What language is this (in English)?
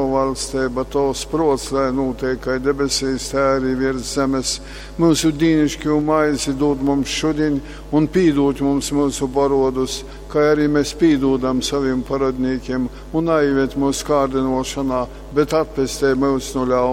Latgalian